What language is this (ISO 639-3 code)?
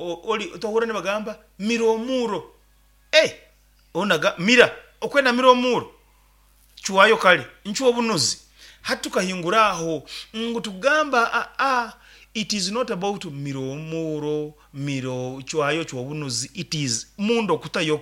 nyn